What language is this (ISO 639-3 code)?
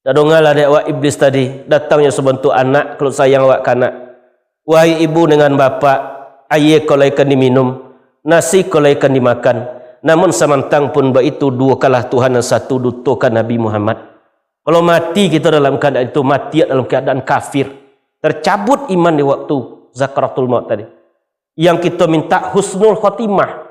min